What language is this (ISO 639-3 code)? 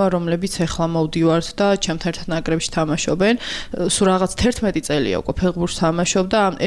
kat